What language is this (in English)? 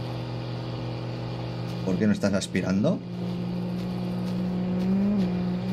Spanish